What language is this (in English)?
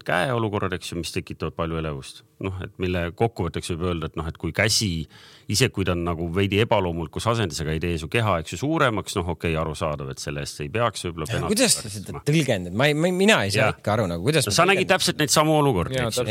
Estonian